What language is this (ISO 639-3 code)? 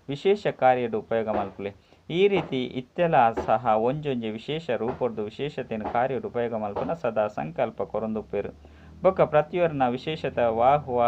tcy